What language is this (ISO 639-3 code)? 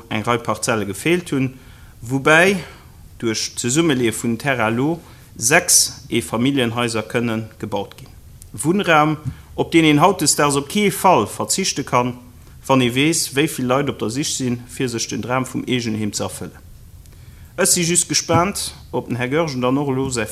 ltz